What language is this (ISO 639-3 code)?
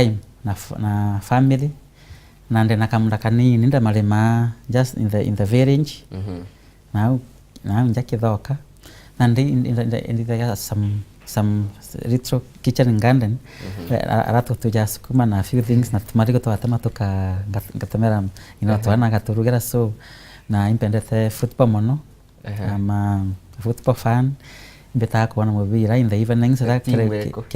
mer